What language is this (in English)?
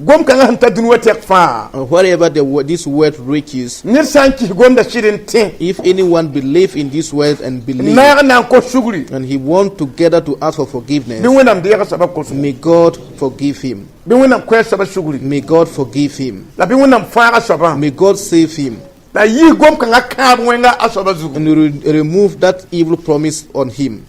Mossi